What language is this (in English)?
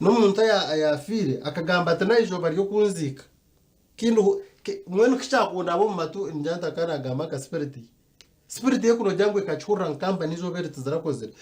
Nyankole